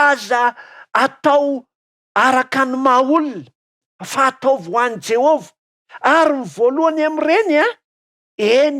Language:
Malagasy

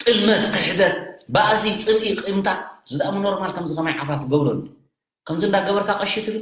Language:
Tigrinya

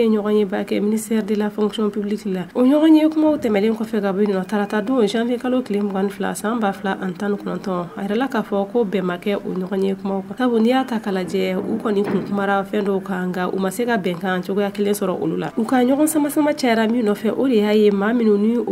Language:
Bambara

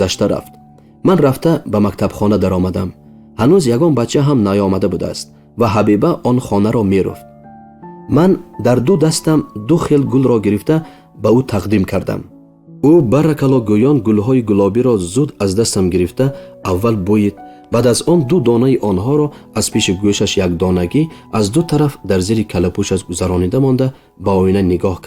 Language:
Tajik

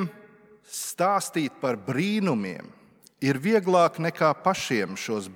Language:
Latvian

